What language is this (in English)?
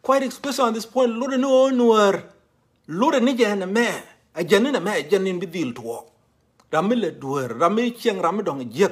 Nuer